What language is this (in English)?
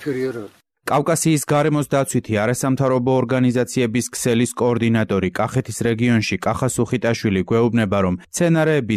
Georgian